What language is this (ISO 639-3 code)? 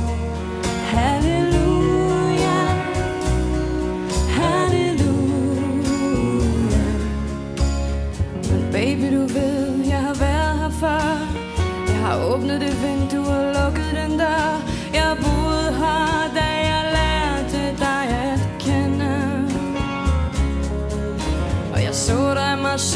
dan